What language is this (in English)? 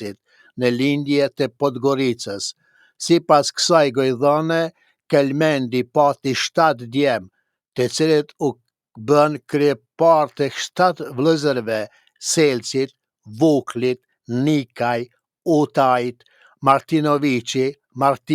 Albanian